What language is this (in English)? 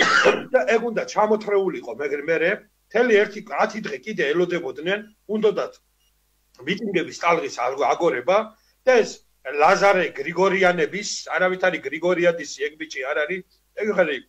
Georgian